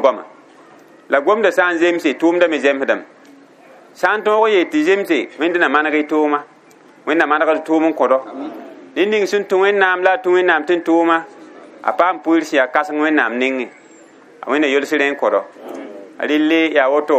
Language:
Mossi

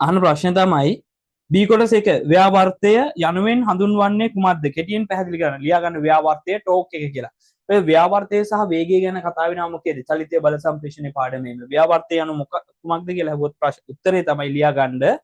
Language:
Sinhala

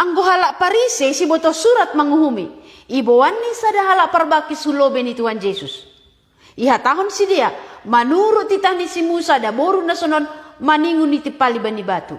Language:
Batak Simalungun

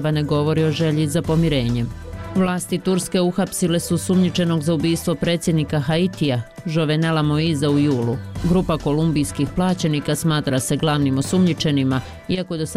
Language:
Bosnian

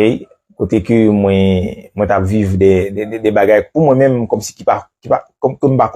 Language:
Haitian Creole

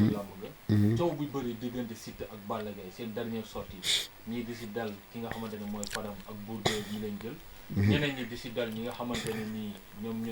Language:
Wolof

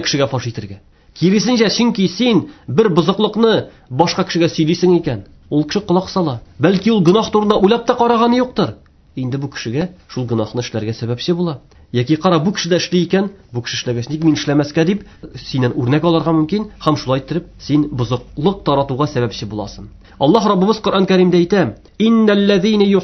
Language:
Tatar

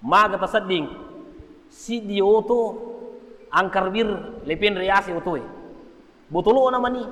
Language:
Buginese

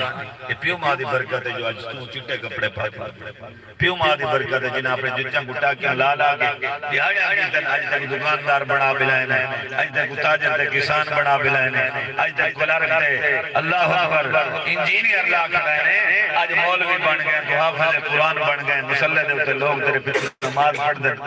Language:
Saraiki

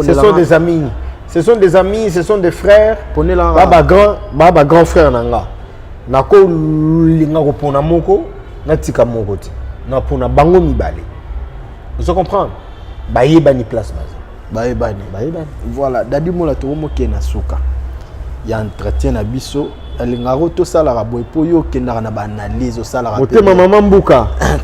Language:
Lingala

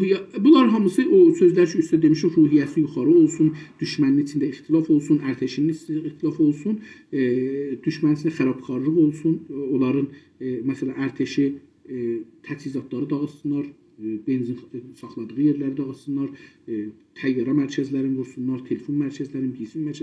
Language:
South Azerbaijani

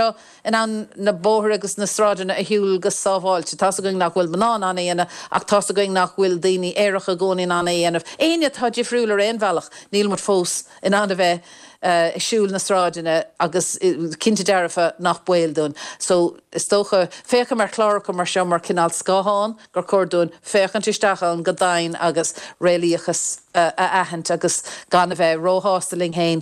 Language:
Irish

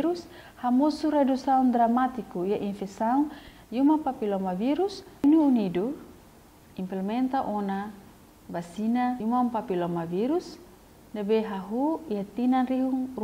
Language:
Tetum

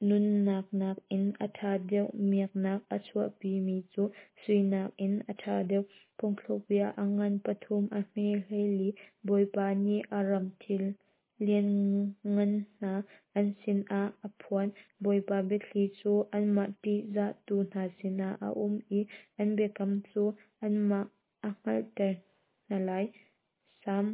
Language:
Hakha Chin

